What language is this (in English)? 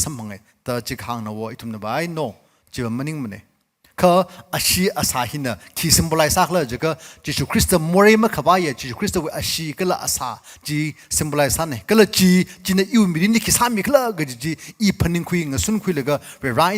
Tangkhul Naga (India)